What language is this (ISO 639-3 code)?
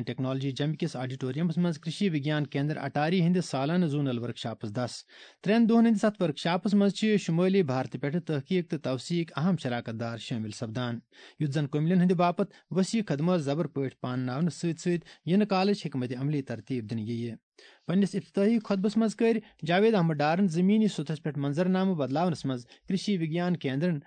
kas